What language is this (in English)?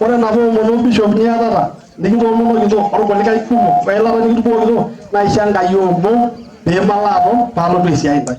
Masai